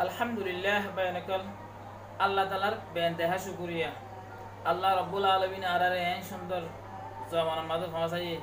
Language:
Rohingya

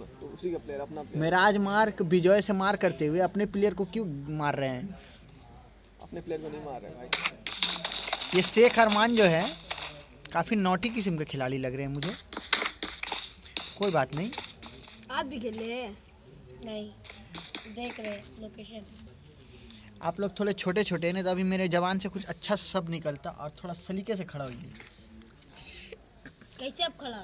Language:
Hindi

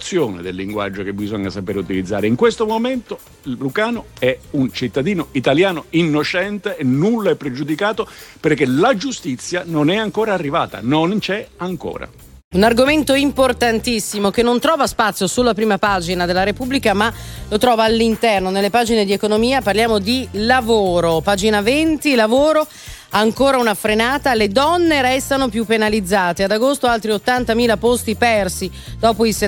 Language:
Italian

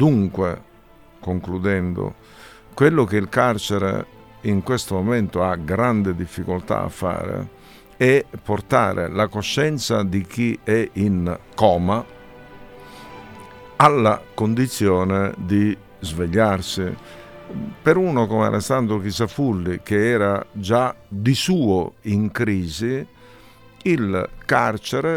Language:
Italian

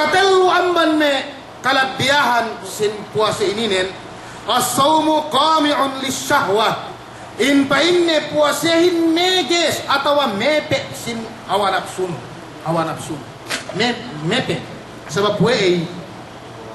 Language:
Yakan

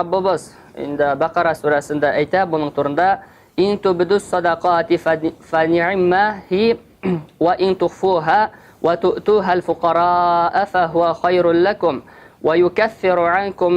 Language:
Tatar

